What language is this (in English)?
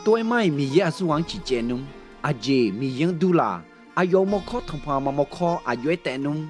Akha